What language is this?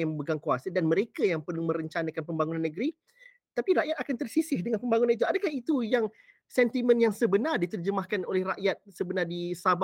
Malay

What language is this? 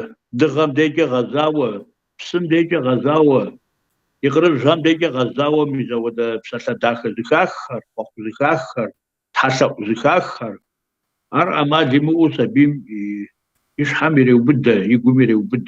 Kabardian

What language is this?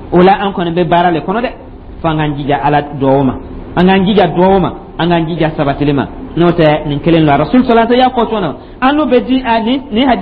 Dyula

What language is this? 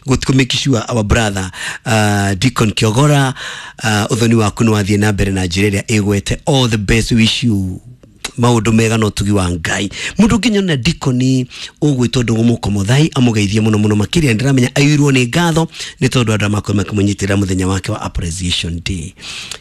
Kikuyu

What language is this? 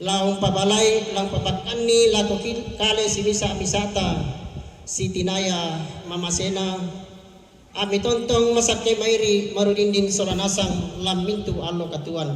Toraja-Sa'dan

